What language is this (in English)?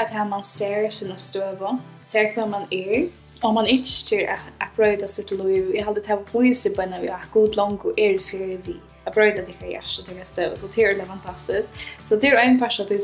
Faroese